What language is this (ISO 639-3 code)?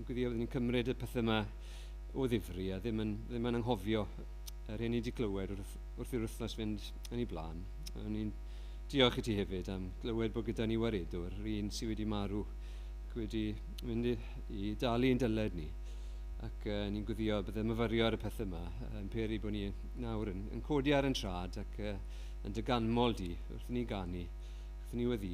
cym